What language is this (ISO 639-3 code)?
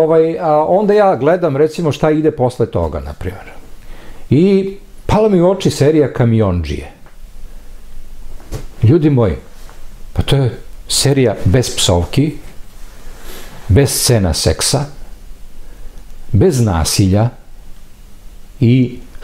srp